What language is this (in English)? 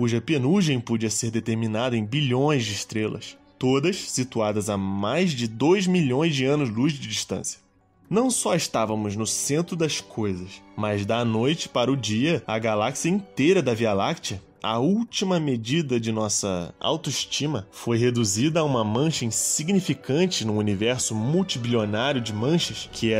Portuguese